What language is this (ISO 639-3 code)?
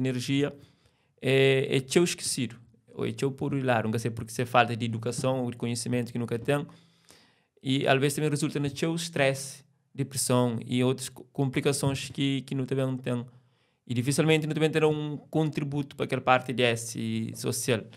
kea